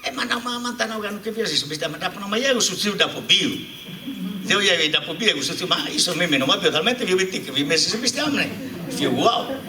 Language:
Sardinian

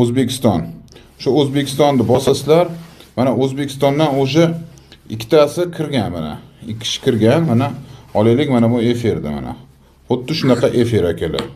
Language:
Uzbek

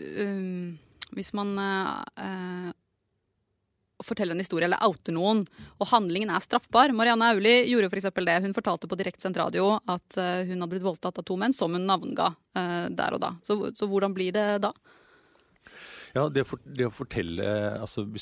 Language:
Norwegian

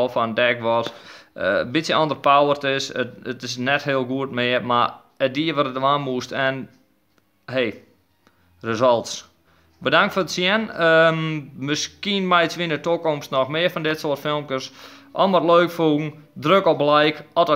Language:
Western Frisian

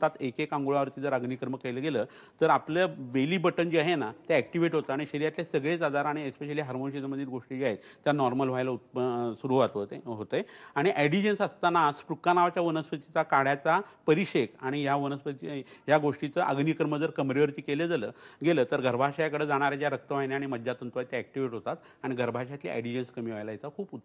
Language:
Marathi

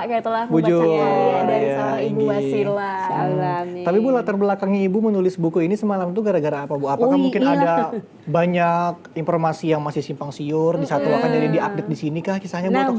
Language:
Banjar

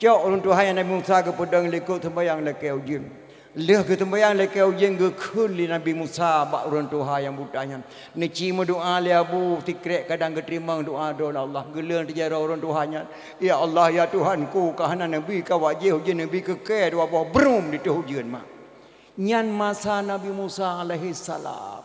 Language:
Achinese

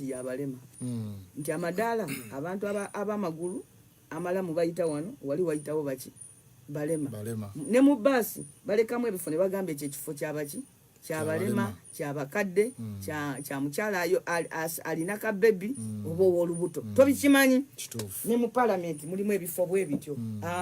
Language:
Ganda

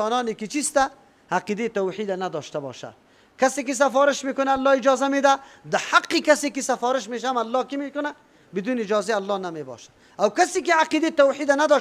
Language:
Persian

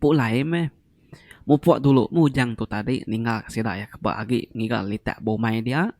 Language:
Iban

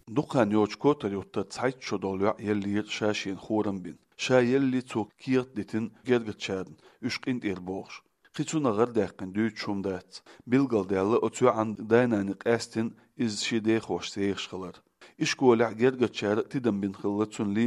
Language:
Chechen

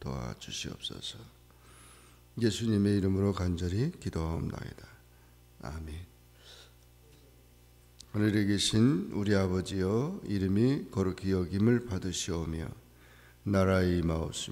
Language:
Korean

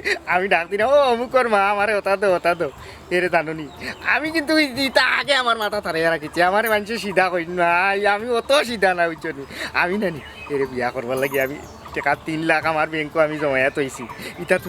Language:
Sylheti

